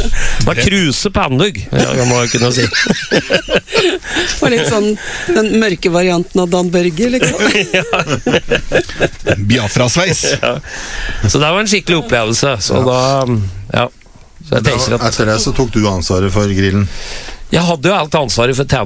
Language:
Norwegian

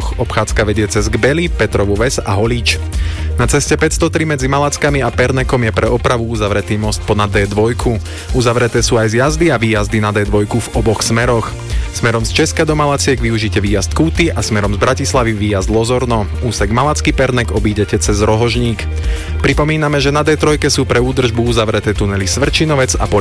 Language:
Slovak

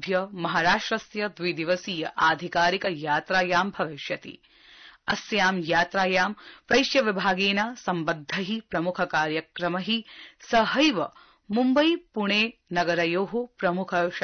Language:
Sanskrit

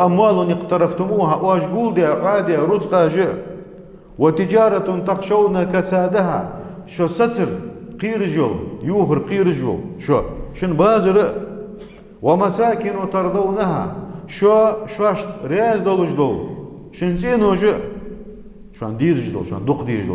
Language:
Ingush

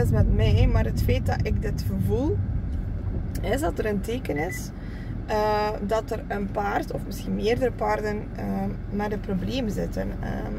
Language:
Dutch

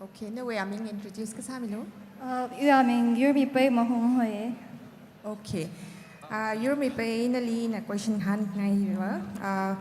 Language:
Tangkhul Naga (India)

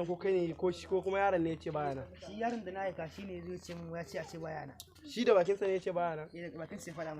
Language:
Hausa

